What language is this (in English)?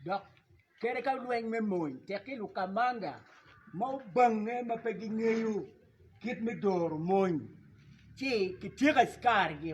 Acoli